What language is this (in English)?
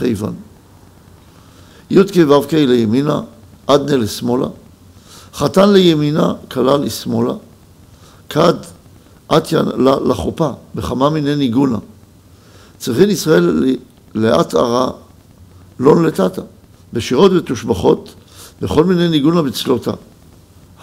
Hebrew